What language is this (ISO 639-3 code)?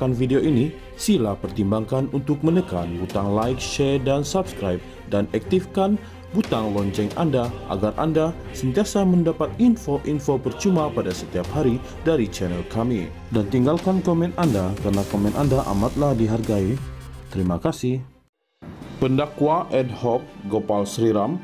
msa